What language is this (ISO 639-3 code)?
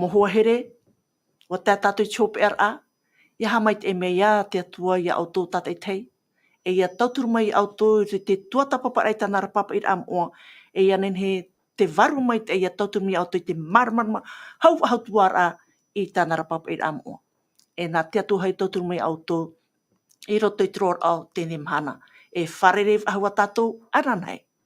tah